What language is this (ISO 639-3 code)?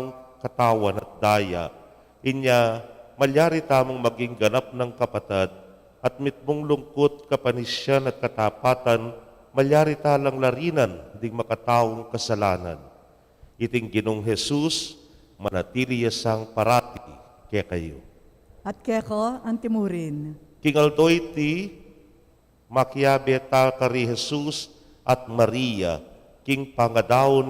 pam